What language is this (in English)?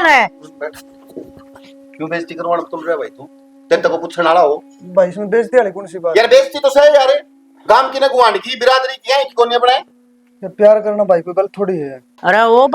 Haryanvi